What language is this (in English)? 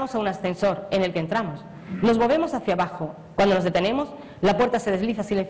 Spanish